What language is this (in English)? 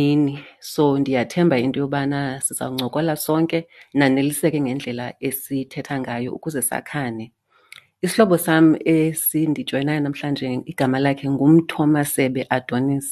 Xhosa